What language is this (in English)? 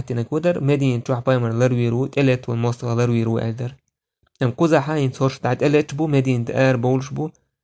Chechen